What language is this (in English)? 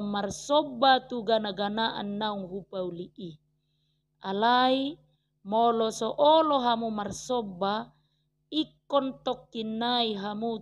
Batak Toba